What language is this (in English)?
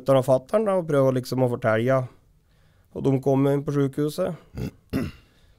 Norwegian